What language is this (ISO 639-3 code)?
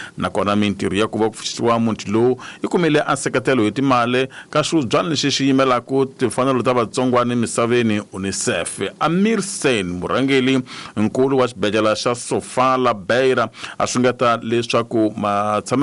tso